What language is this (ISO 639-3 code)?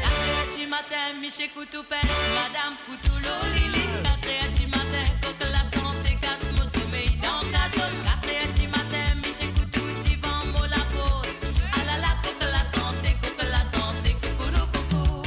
mfe